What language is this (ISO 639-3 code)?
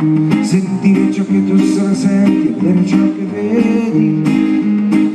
ita